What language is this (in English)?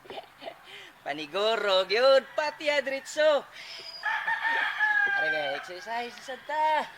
Cebuano